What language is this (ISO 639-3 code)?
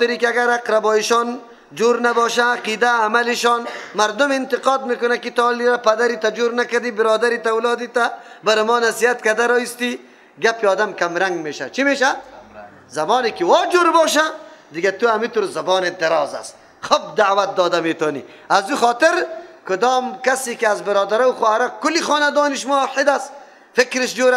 fas